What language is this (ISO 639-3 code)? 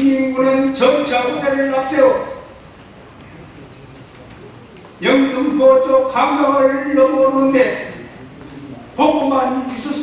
kor